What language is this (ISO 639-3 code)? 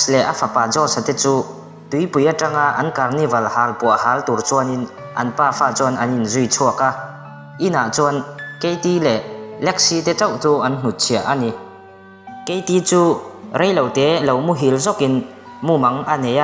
lus